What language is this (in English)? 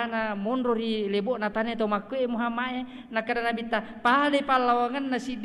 Buginese